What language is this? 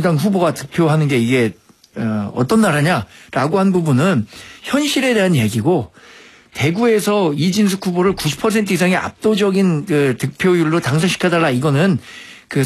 Korean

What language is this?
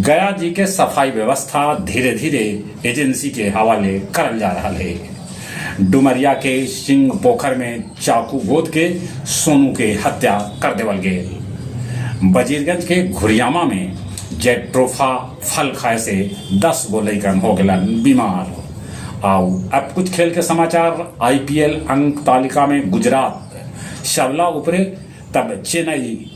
Magahi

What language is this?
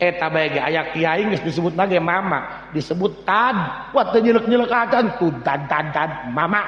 Sundanese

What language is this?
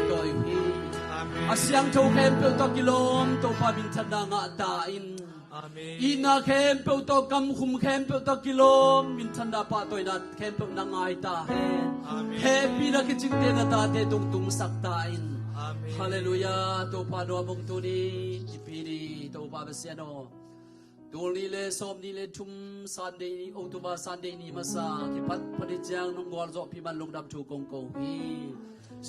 Tedim Chin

